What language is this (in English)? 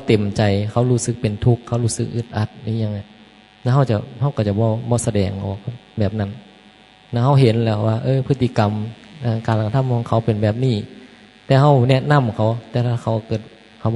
Northeastern Thai